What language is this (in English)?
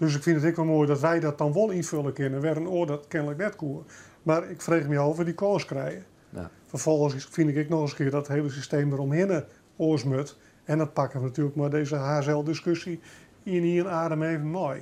Western Frisian